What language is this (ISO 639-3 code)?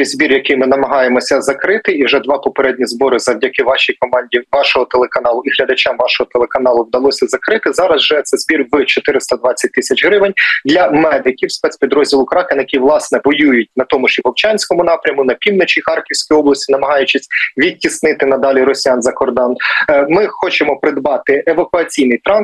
ukr